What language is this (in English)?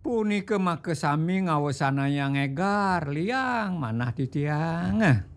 Balinese